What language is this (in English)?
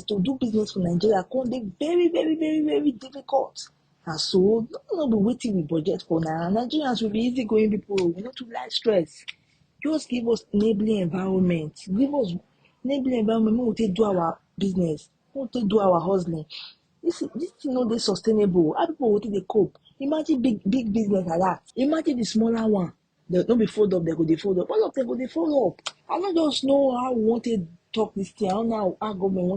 Nigerian Pidgin